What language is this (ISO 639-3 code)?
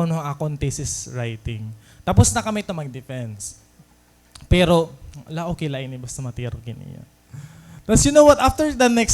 war